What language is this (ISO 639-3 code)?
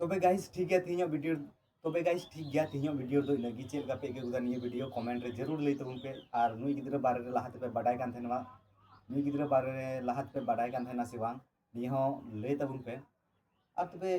sat